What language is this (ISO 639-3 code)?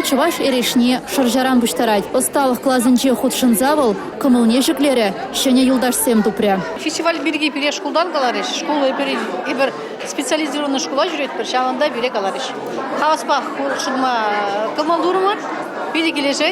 chv